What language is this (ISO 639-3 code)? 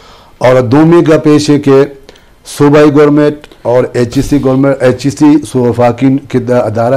bgp